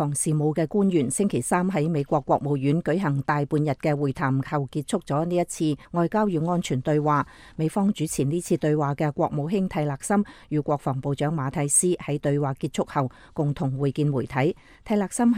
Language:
Cantonese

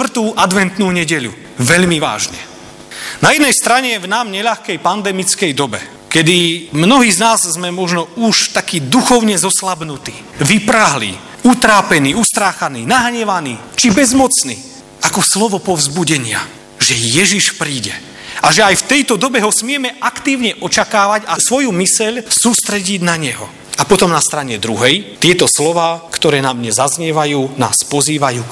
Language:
Slovak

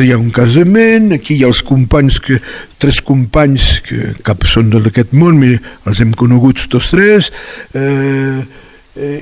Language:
Catalan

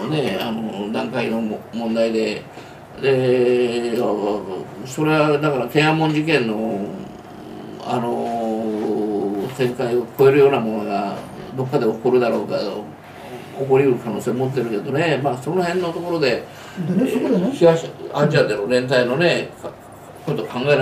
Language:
Japanese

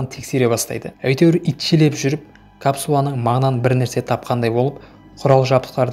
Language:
Kazakh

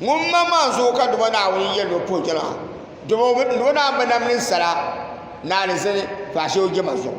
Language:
Dagbani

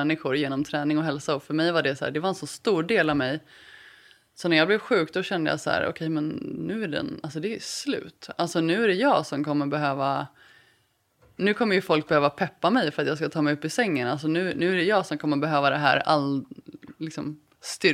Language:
Swedish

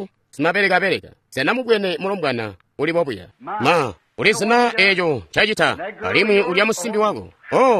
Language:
Tonga (Zambia)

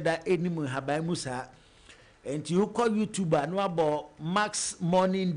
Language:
Akan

